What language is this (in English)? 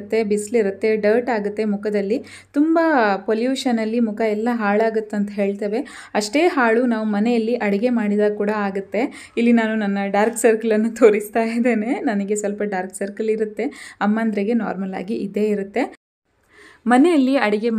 Kannada